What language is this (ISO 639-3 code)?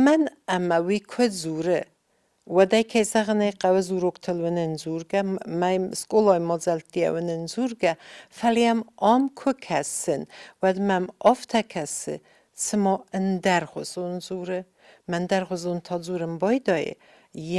oss